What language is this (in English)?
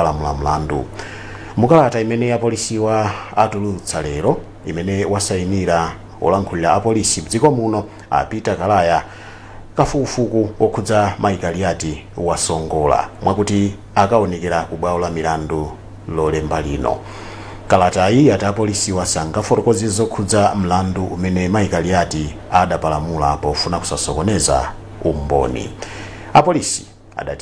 Nyanja